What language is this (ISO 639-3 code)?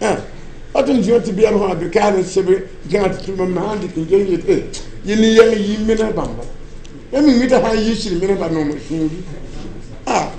mos